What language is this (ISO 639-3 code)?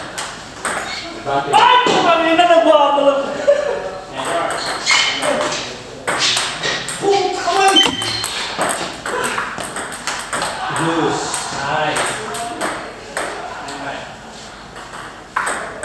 fil